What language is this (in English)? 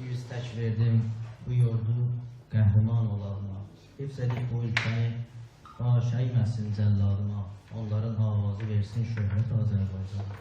South Azerbaijani